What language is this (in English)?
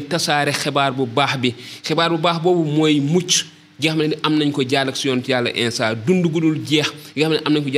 Wolof